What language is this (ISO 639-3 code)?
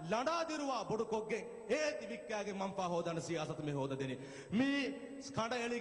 div